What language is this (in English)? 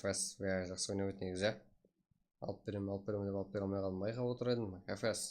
Kara-Kalpak